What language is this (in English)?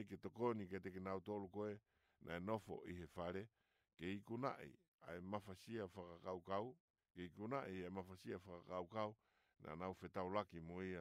Tongan